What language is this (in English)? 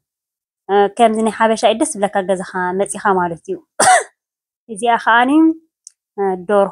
Tigrinya